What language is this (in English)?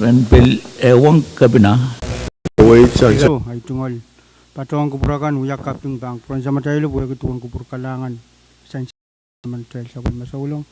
Pohnpeian